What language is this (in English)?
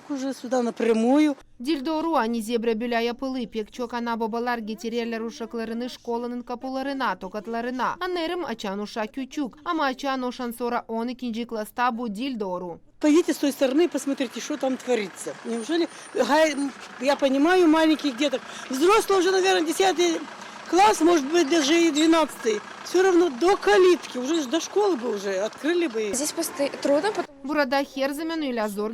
Gagauz